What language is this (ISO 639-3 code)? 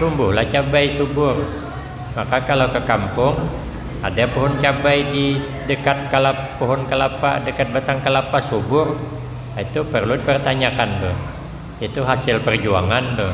bjn